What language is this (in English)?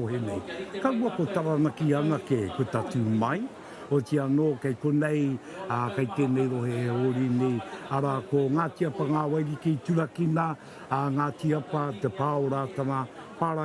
Māori